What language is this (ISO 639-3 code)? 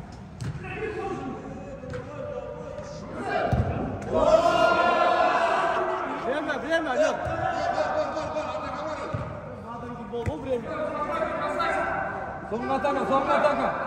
kaz